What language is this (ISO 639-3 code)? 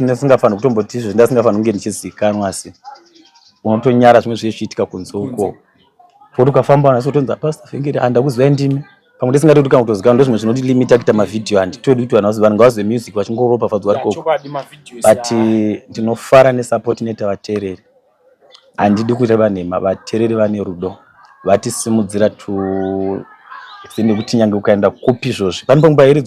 sna